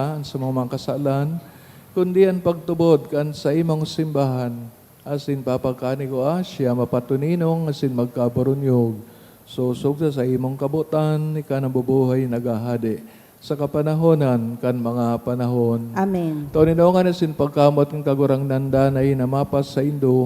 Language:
Bikol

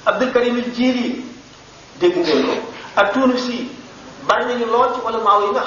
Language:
Wolof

